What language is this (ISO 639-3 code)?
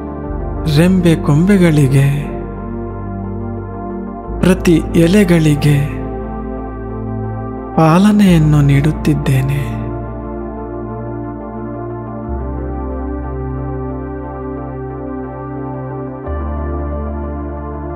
kan